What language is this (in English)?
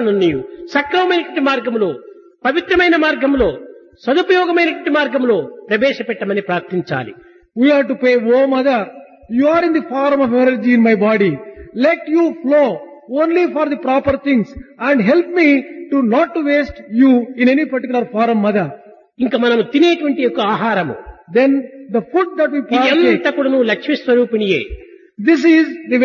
Telugu